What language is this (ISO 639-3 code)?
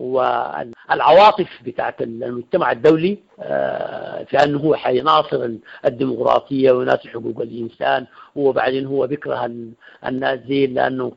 apd